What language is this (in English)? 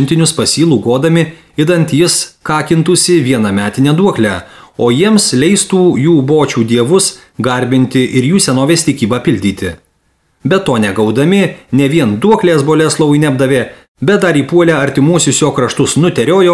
Lithuanian